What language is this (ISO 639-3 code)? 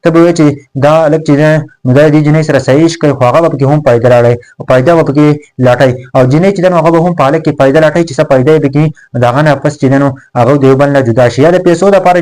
pus